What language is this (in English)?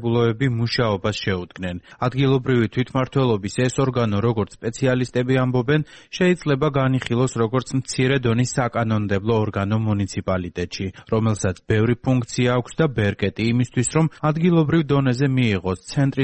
Georgian